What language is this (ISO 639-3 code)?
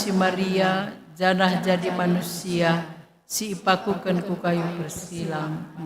btx